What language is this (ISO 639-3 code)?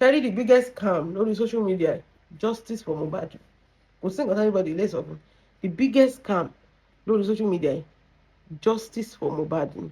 yor